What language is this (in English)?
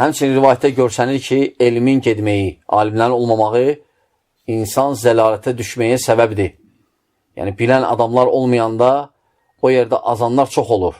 Azerbaijani